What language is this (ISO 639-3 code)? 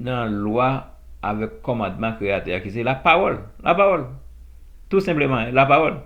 hat